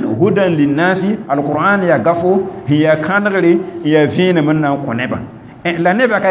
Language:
Mossi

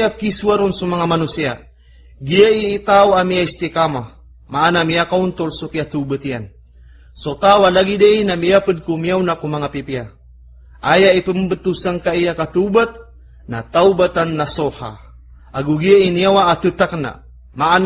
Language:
Maranao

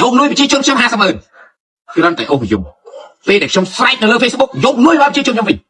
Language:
Khmer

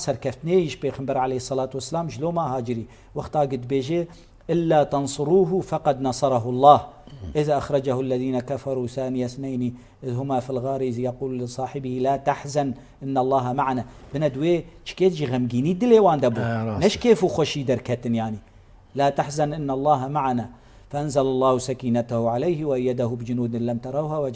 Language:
Kurdish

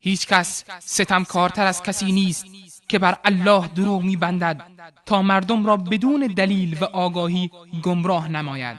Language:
Persian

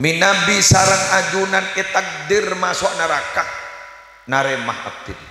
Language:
Madurese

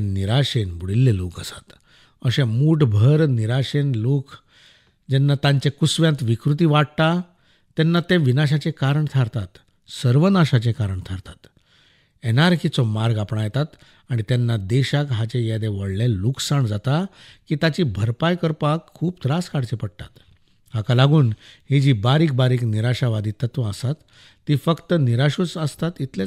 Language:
Konkani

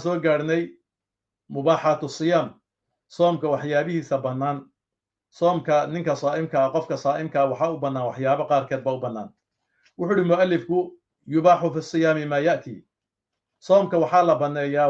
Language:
Somali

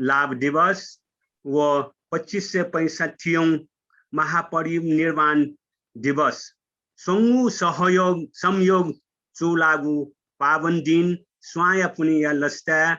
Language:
Newari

